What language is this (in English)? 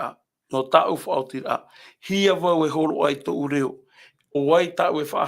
Tahitian